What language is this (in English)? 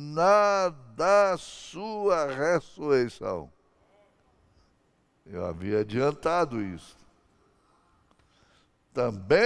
Portuguese